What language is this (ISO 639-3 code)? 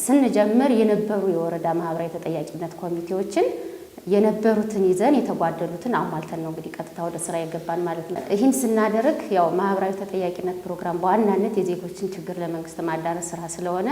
amh